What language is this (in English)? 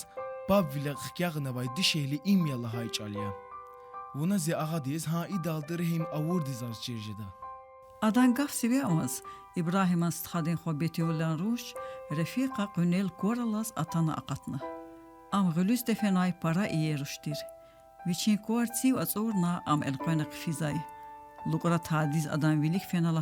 Lezghian